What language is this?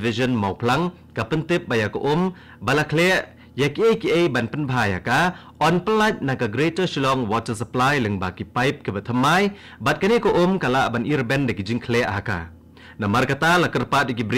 Khasi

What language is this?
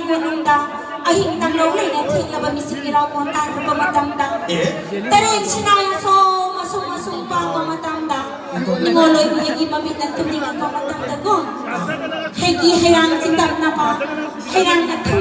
Manipuri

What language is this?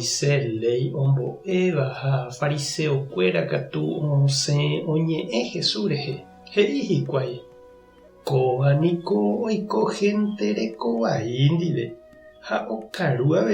Guarani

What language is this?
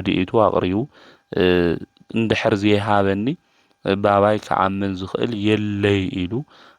Tigrinya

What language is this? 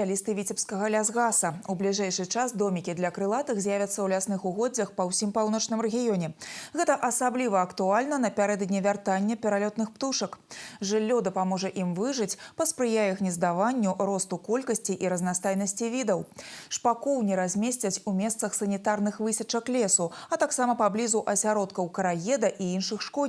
Belarusian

